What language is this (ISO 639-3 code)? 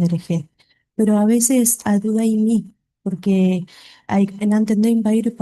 grn